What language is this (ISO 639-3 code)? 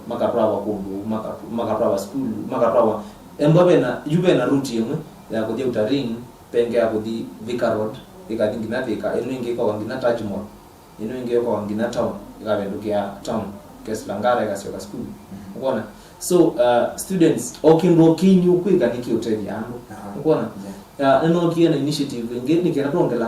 kam